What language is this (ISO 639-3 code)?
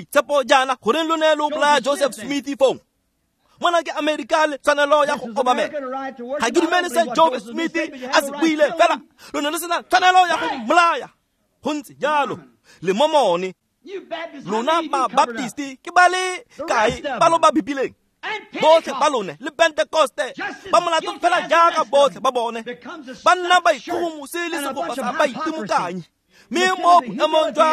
tsn